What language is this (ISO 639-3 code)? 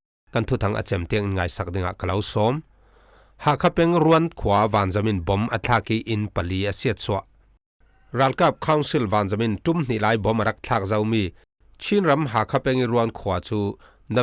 cfm